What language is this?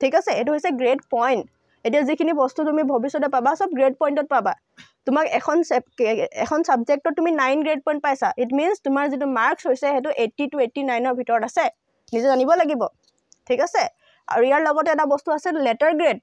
Assamese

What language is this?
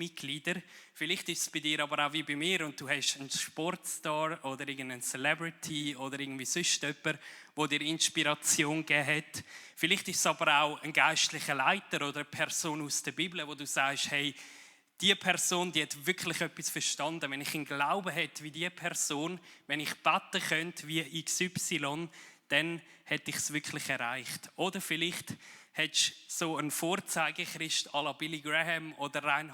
Swiss German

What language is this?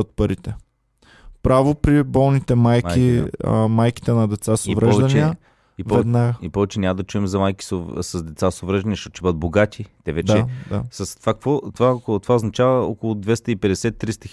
Bulgarian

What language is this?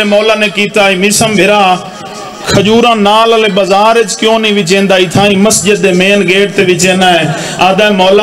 Saraiki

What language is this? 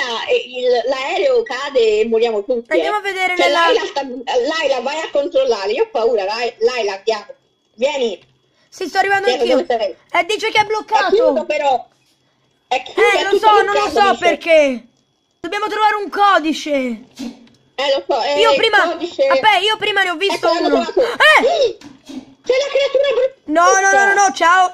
Italian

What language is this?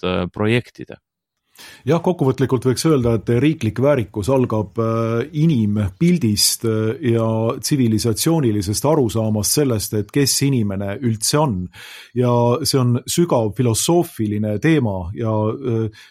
Estonian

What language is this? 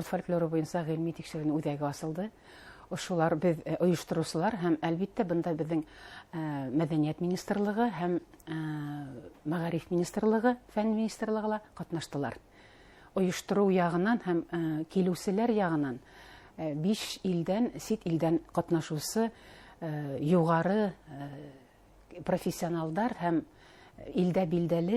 Bashkir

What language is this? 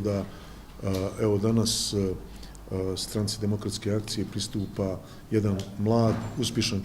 Bosnian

